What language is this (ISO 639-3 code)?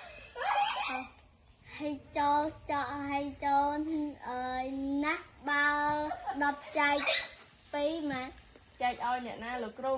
khm